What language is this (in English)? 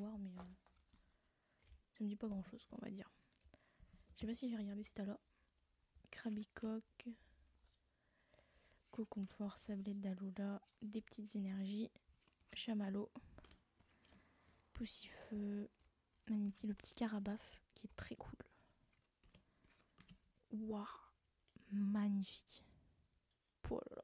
French